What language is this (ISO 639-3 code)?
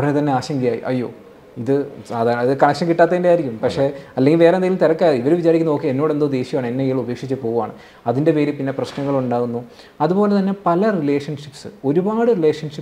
mal